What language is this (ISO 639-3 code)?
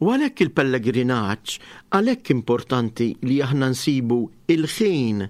mlt